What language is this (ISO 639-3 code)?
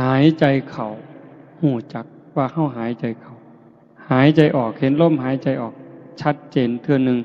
tts